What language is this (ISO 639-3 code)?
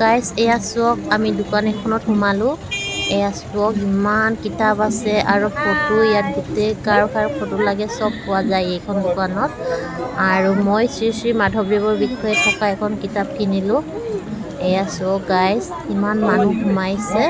asm